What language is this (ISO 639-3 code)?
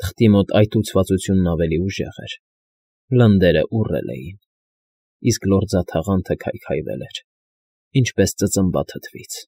hye